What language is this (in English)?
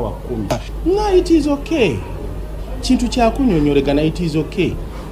Ganda